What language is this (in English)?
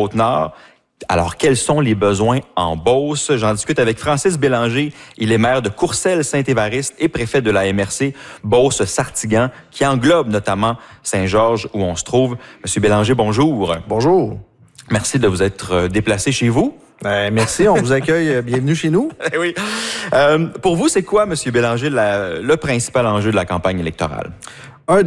French